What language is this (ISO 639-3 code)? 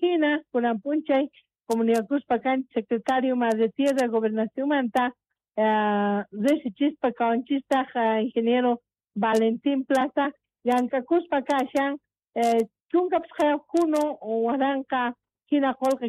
quh